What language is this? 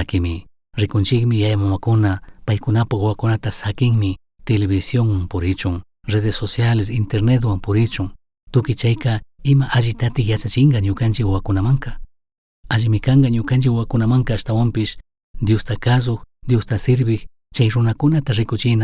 Chimborazo Highland Quichua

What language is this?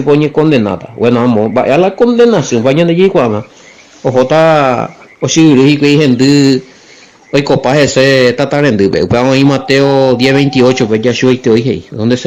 Guarani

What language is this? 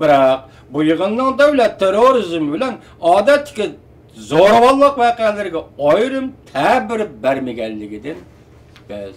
Uyghur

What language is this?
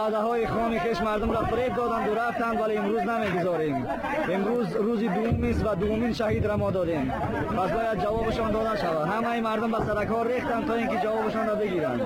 Persian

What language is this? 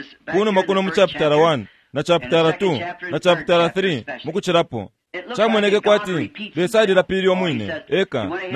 Bemba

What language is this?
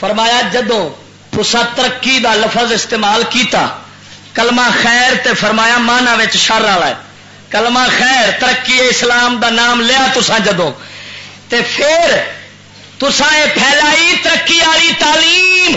Western Panjabi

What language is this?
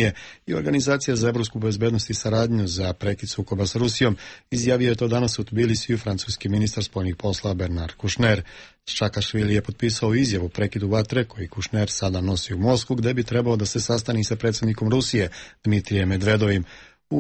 Serbian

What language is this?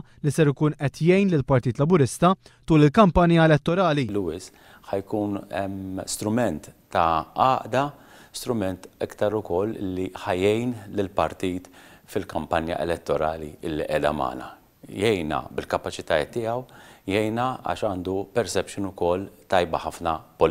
Maltese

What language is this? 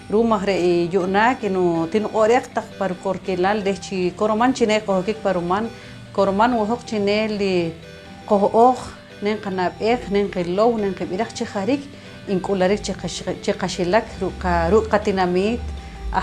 Poqomchi'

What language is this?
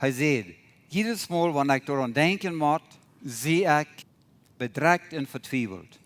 Plautdietsch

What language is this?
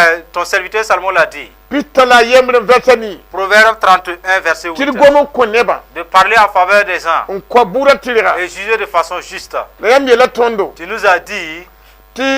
Mossi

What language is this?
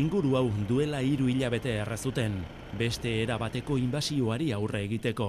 Basque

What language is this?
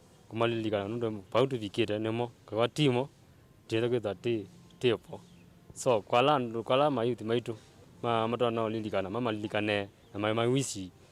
Kamba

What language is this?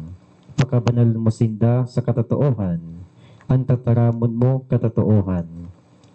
Bikol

